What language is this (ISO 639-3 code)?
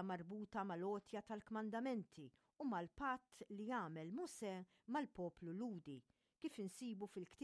mlt